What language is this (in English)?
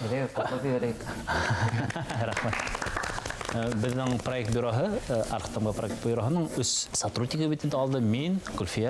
Bashkir